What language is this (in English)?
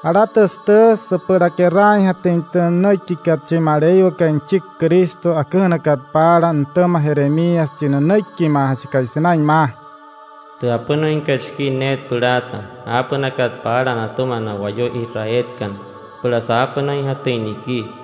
Wayuu